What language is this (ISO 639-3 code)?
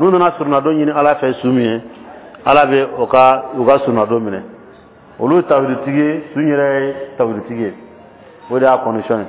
dyu